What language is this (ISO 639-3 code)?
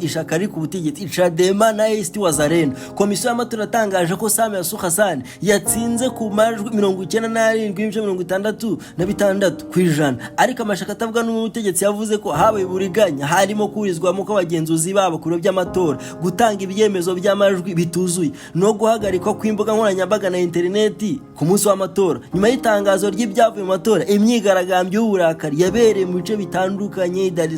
kin